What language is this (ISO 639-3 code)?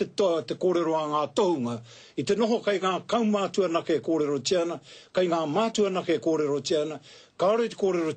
mri